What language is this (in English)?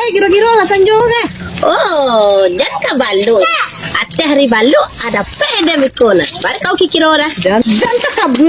Minangkabau